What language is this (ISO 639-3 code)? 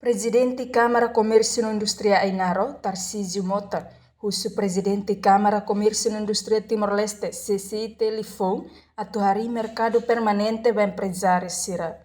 tet